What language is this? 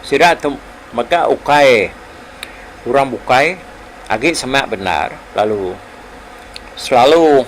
Iban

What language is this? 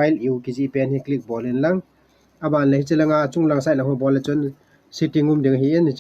Thado Chin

